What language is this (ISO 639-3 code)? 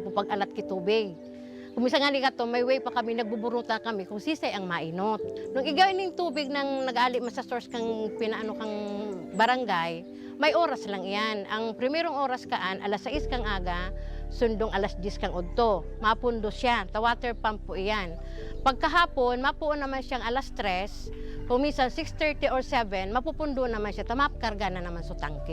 bik